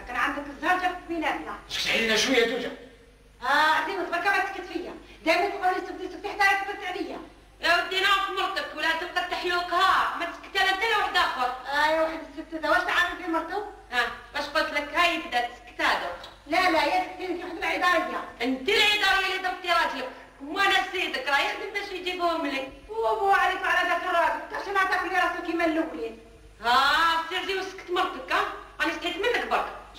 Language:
Algerian Arabic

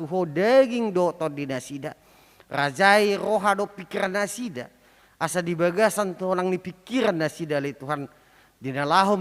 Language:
Batak Toba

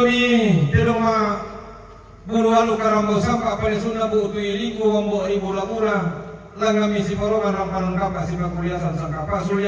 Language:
Toraja-Sa'dan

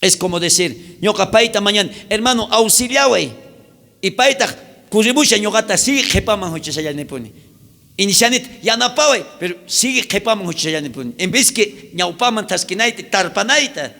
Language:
South Bolivian Quechua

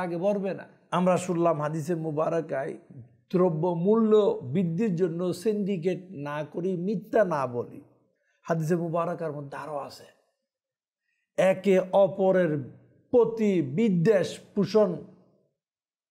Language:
Bangla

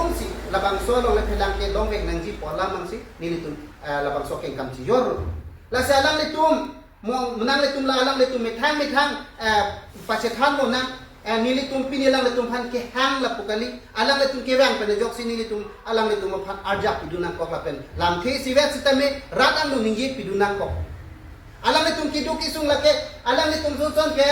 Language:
Karbi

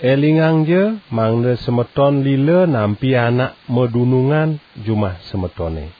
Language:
Balinese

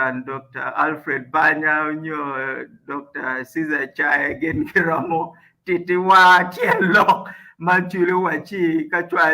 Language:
Acoli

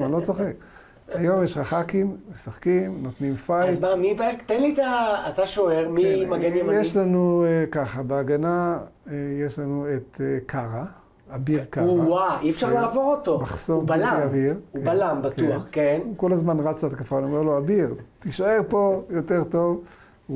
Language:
Hebrew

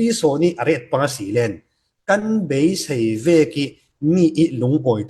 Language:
Falam Chin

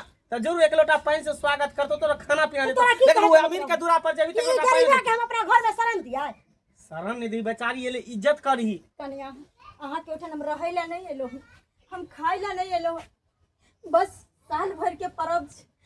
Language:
Maithili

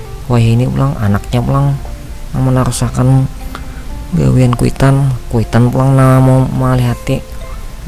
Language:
Banjar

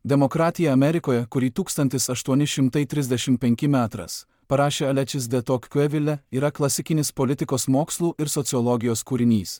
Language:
Lithuanian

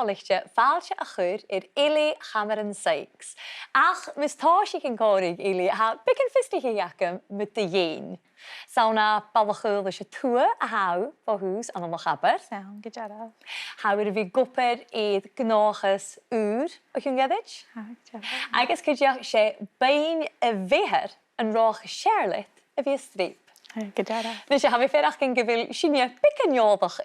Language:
Scottish Gaelic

